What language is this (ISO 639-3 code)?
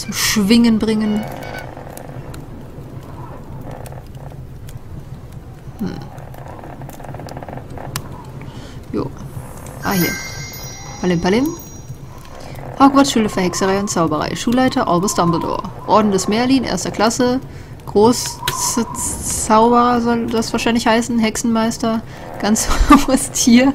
deu